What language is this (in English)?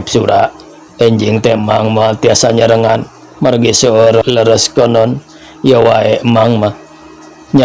Sundanese